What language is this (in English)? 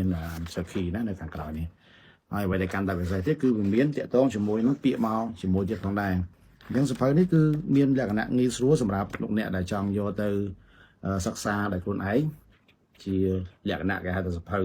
Khmer